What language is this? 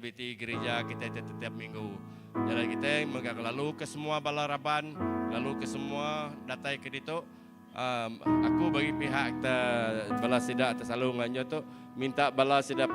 Iban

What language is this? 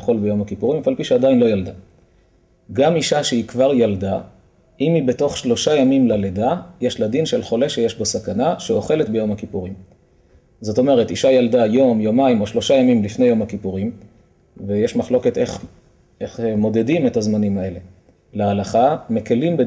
Hebrew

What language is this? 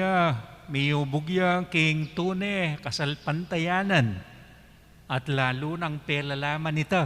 Pampanga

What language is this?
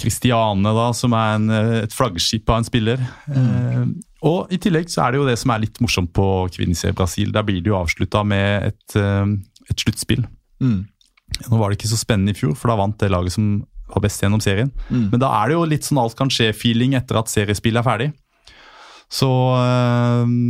Norwegian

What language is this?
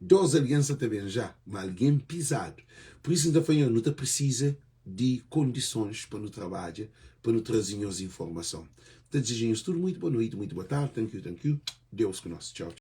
Kabuverdianu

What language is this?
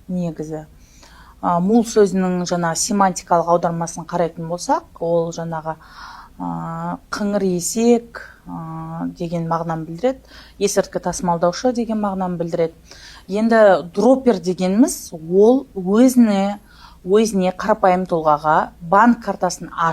Kazakh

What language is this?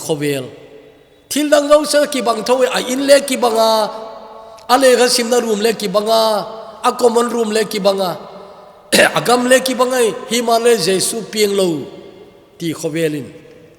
Thado Chin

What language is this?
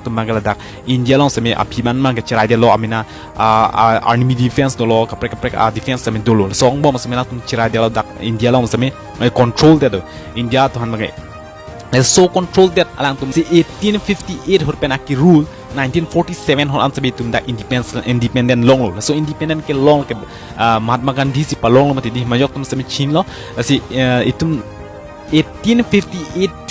Karbi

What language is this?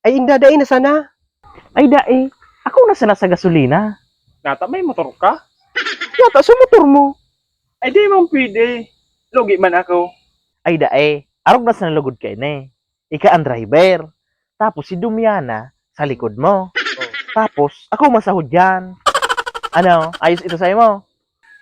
Bikol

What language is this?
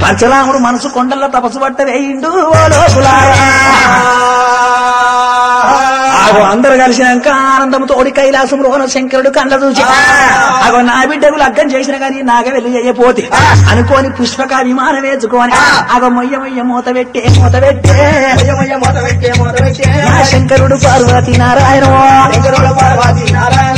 Telugu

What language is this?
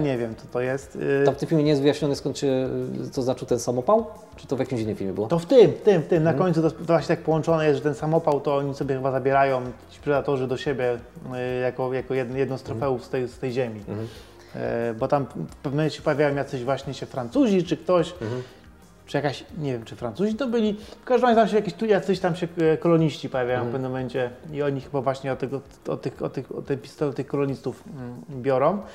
Polish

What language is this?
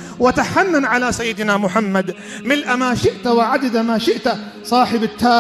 Kurdish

